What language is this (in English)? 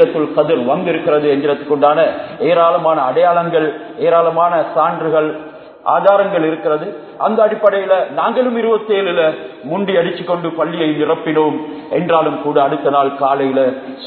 Tamil